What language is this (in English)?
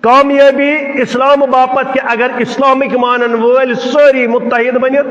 Kashmiri